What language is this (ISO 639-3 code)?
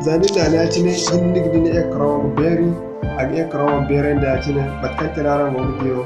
dje